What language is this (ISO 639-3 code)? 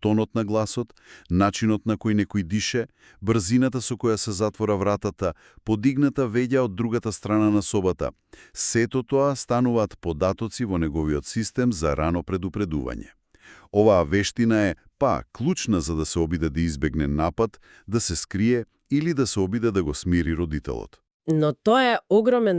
mkd